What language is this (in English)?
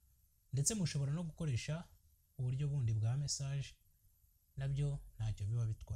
Kinyarwanda